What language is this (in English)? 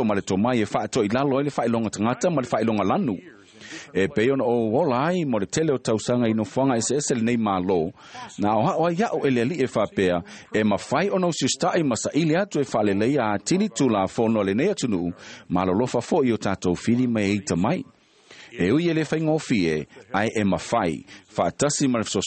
Samoan